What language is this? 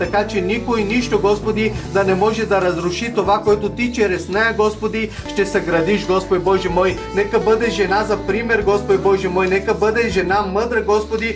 Bulgarian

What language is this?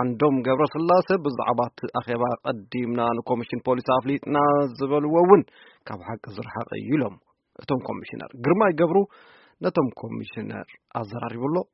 Tigrinya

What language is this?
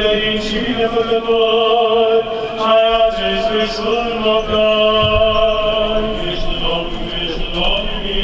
Romanian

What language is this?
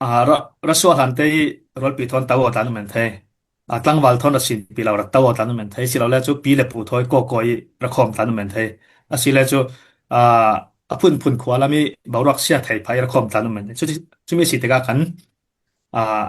Falam Chin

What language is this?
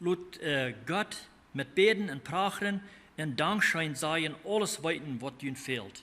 Plautdietsch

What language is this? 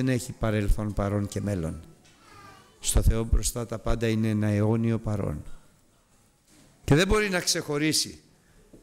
Greek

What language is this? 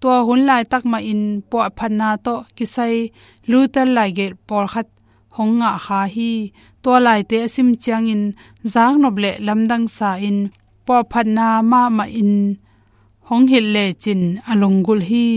Tedim Chin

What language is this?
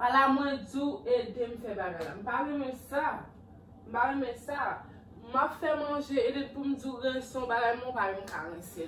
Haitian Creole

